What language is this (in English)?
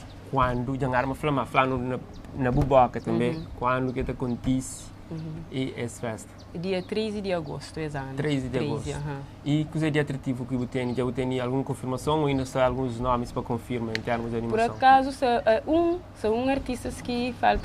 Kabuverdianu